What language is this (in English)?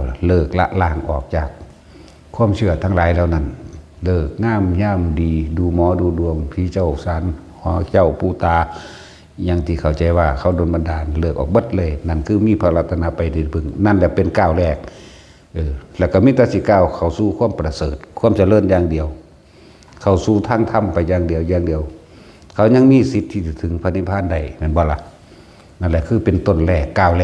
Northeastern Thai